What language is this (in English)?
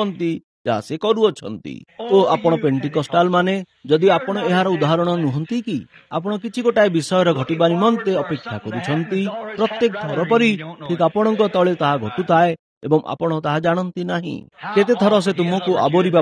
Odia